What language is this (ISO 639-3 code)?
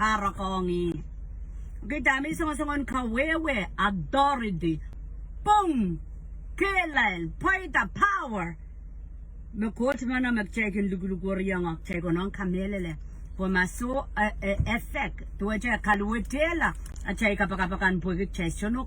pon